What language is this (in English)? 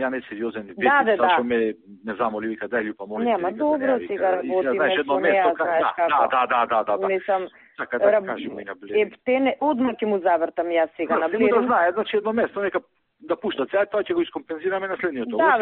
Macedonian